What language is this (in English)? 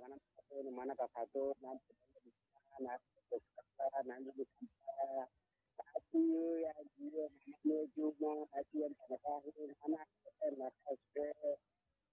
Swahili